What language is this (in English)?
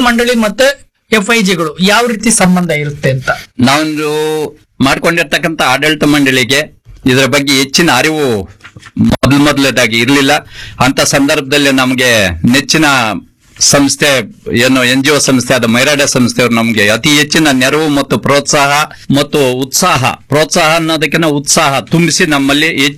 Kannada